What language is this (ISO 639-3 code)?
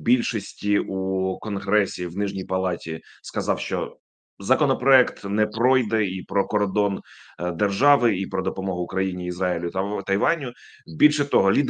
ukr